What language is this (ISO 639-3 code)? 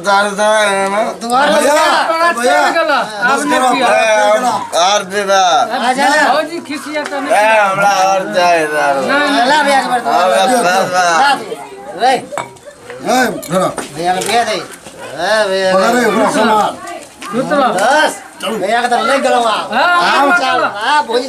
mai